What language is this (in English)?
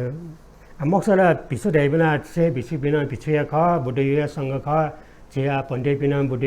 Newari